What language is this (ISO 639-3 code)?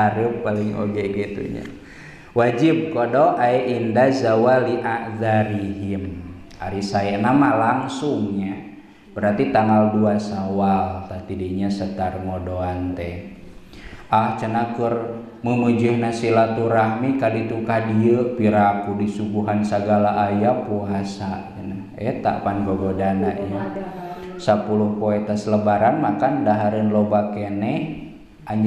sun